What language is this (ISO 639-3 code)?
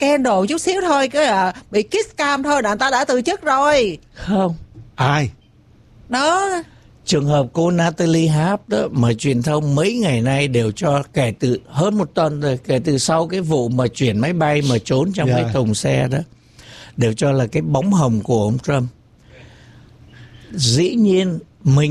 vie